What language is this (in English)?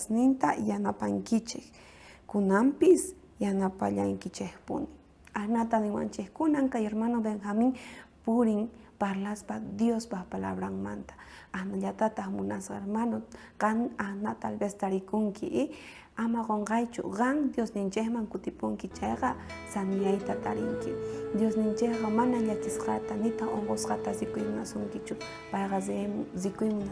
South Bolivian Quechua